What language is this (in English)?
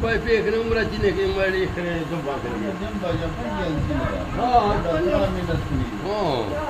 Eastern Balochi